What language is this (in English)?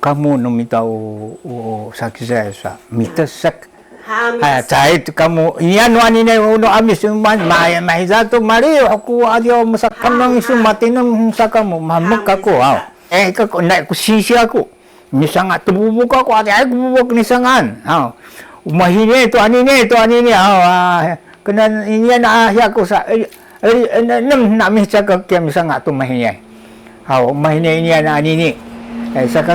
Sakizaya